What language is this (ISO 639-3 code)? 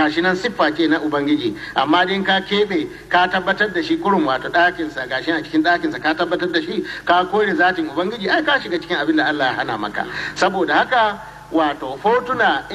hau